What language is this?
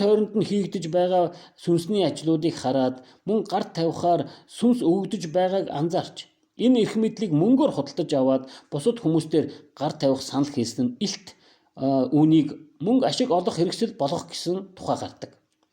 Mongolian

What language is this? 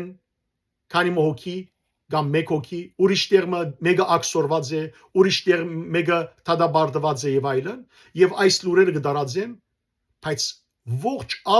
Western Armenian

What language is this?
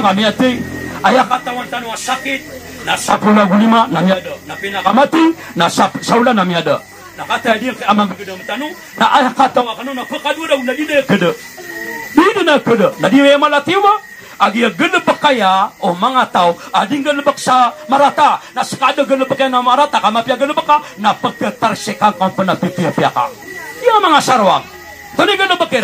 Maranao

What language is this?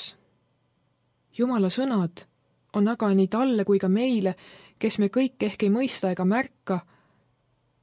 Estonian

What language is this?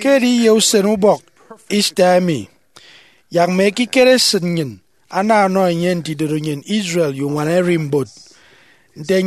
Efik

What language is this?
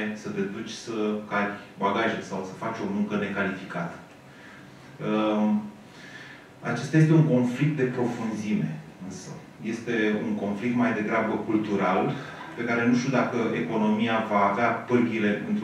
Romanian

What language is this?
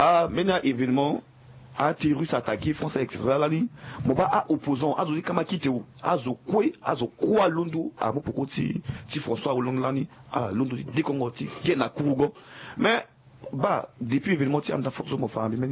Sango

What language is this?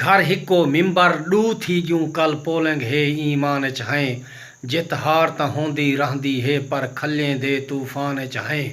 Saraiki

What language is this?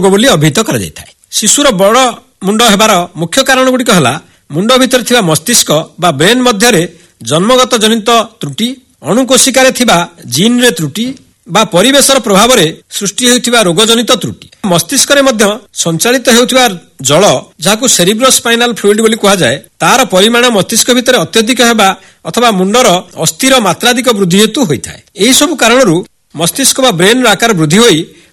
Odia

